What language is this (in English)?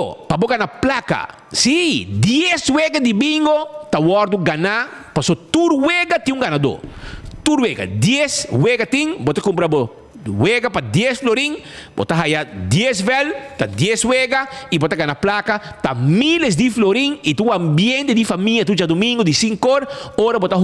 Papiamento